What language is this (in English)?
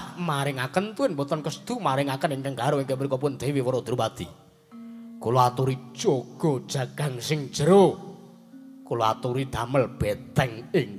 Javanese